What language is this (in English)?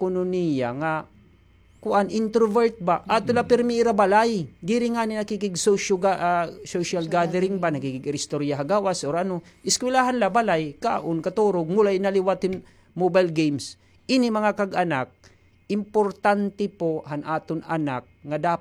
Waray